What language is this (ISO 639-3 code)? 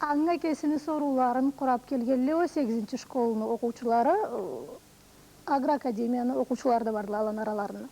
krc